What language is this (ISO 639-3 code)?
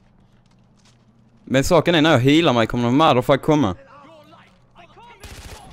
swe